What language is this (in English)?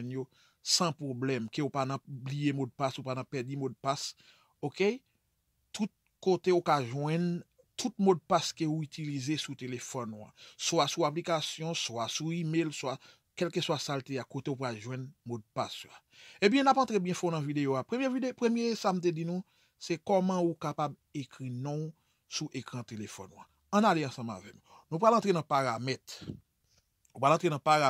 Haitian Creole